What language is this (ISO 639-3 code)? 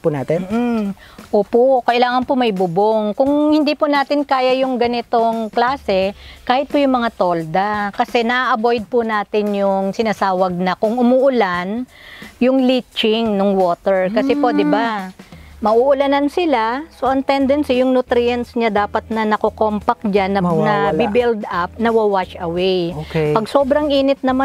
fil